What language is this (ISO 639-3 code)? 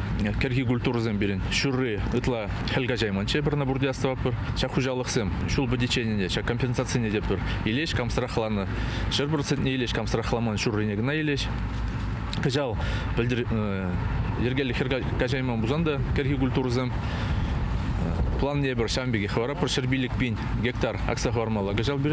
chv